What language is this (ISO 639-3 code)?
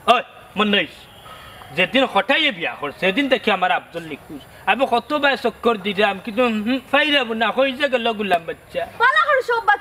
syl